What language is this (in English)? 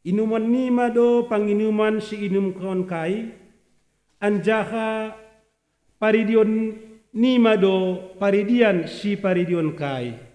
Batak Simalungun